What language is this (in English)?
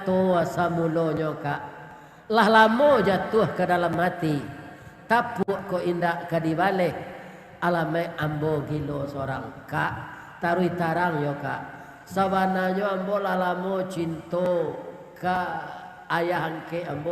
Minangkabau